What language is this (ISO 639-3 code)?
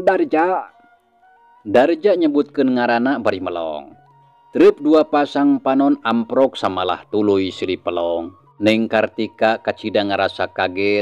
sun